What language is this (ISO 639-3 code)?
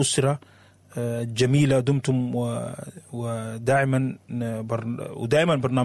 apd